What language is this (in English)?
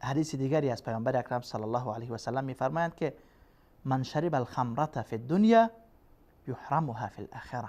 Persian